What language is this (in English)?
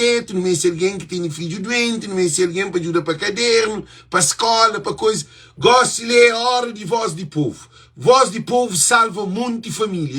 Kabuverdianu